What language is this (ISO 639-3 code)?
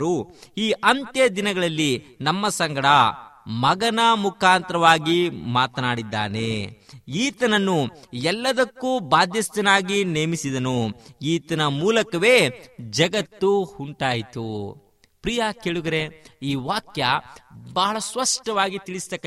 kan